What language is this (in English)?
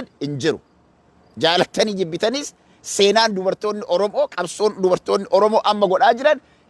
Oromo